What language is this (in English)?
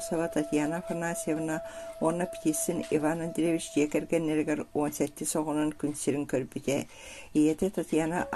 Yakut